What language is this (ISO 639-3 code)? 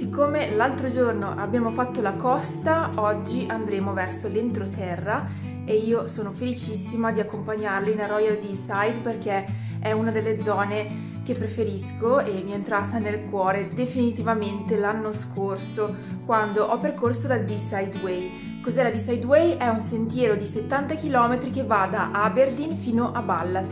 ita